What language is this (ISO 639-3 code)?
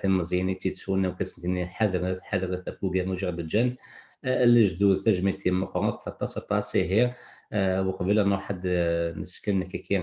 kab